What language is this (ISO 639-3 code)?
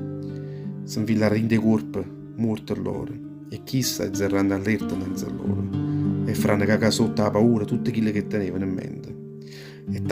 nap